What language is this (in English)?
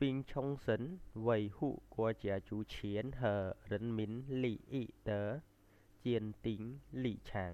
Khmer